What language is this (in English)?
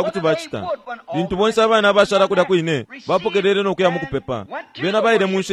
Bemba